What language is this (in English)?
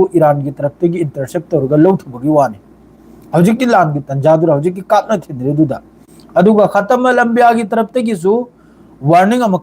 Manipuri